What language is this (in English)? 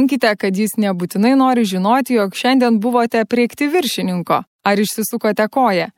Lithuanian